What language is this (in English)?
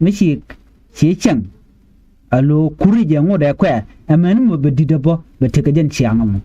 Nuer